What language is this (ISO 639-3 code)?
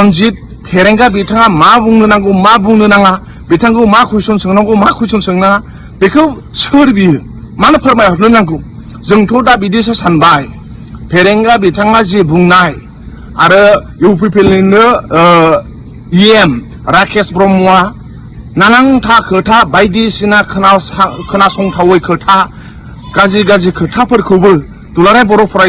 brx